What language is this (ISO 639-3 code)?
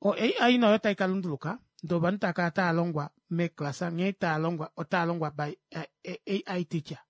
kua